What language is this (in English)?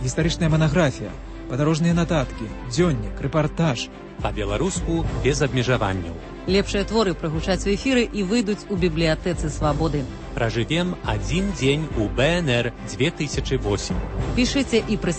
Belarusian